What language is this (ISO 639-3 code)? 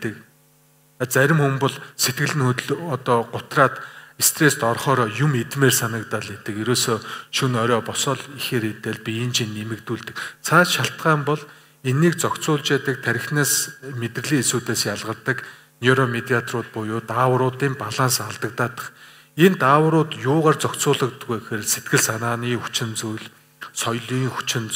mon